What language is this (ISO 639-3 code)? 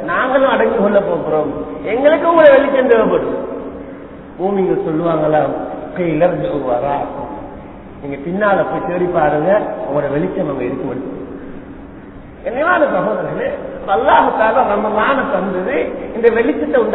tam